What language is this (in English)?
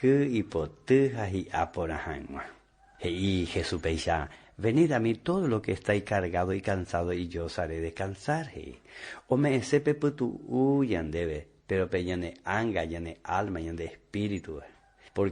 Guarani